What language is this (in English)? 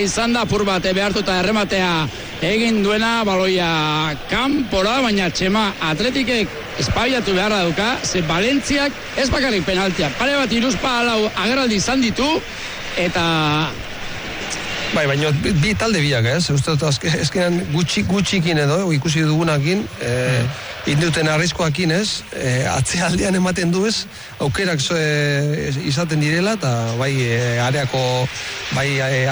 Basque